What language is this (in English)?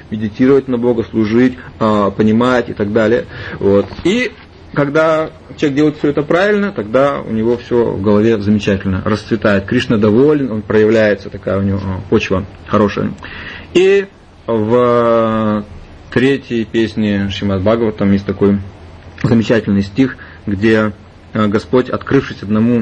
Russian